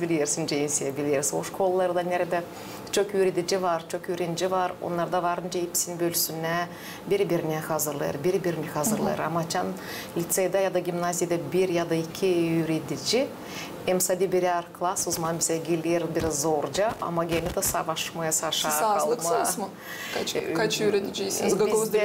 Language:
Gagauz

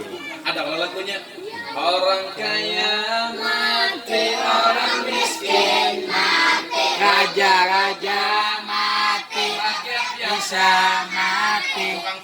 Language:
Banjar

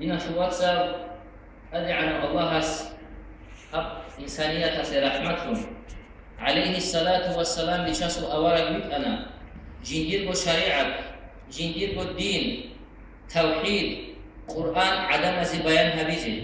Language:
Avaric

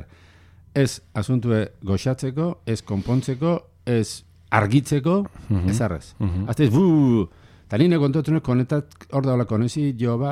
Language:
Basque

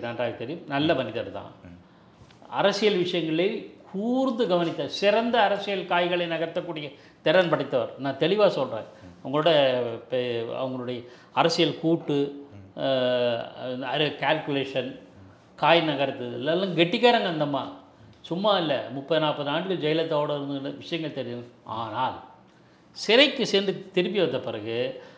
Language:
Tamil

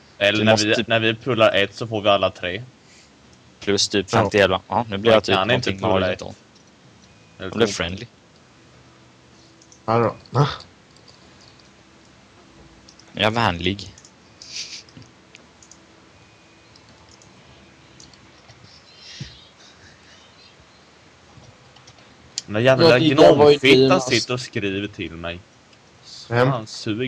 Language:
Swedish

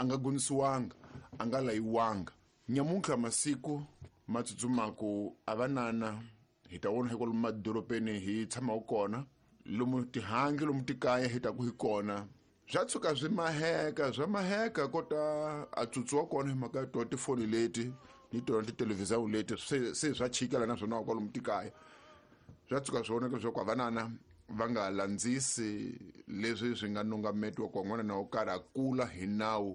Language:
Tsonga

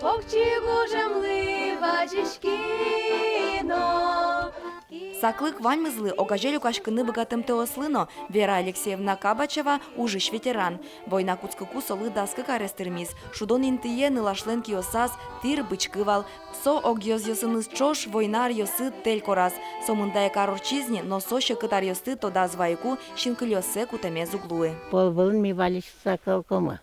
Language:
Udmurt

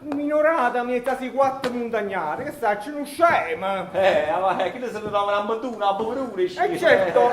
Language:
Neapolitan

